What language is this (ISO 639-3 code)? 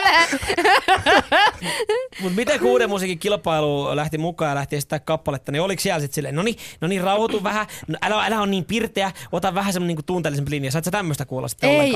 fin